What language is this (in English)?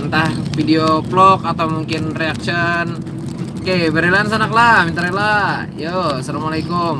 Banjar